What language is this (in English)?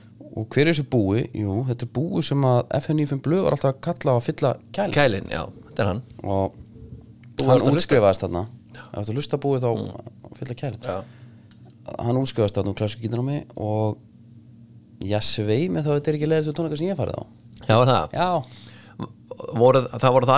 Icelandic